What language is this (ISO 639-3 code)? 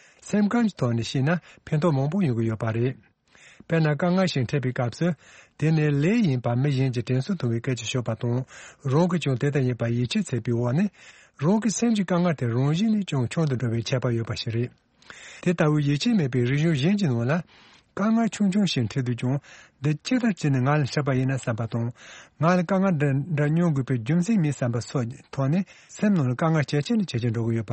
bod